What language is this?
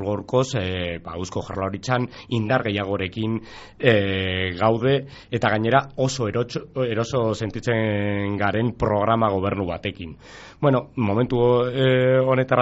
Basque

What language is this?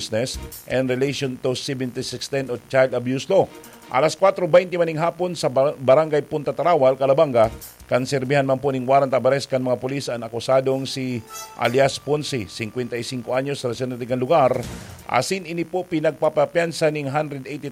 Bikol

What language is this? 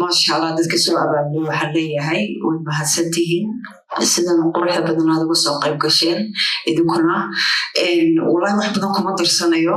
Somali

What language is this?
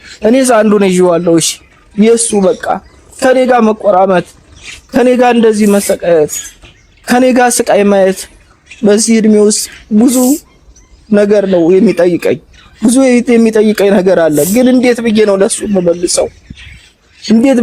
Amharic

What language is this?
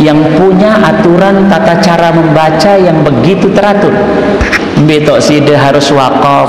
Sasak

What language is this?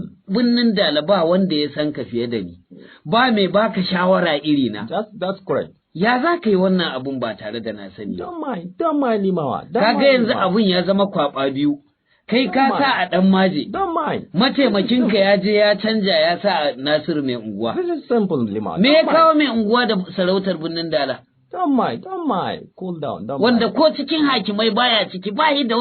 Hausa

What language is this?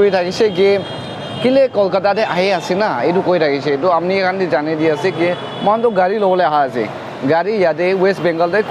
Naga Pidgin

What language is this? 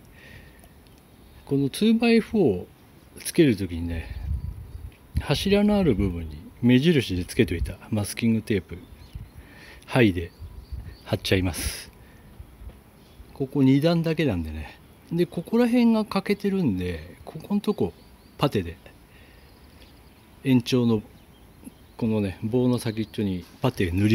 Japanese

